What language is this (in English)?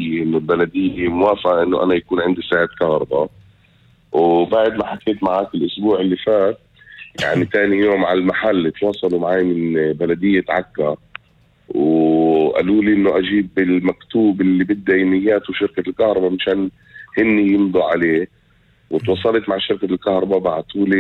North Levantine Arabic